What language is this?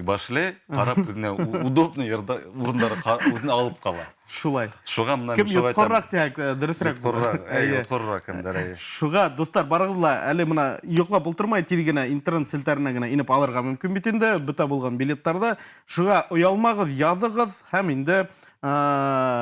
Bashkir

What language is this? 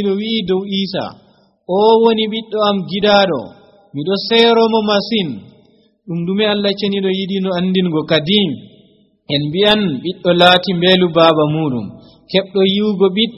Nigerian Fulfulde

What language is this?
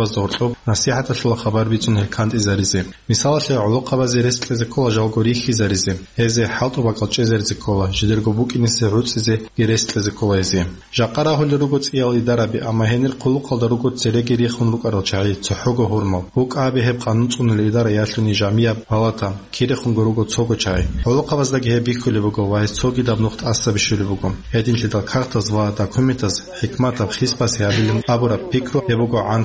Avaric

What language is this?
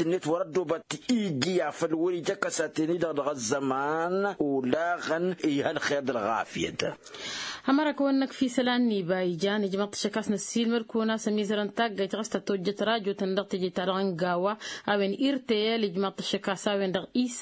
Tamasheq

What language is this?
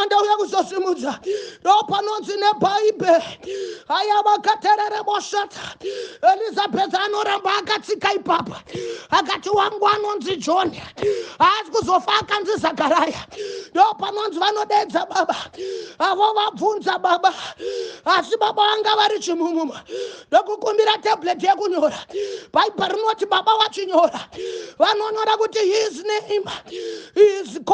Shona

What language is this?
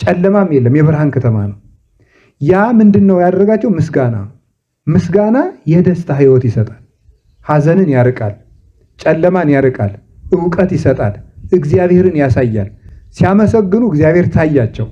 Amharic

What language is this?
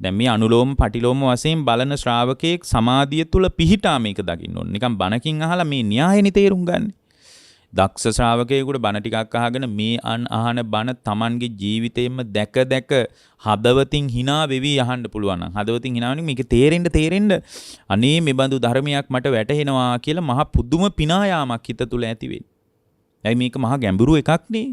Sinhala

